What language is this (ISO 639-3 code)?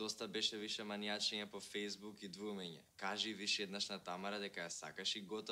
mkd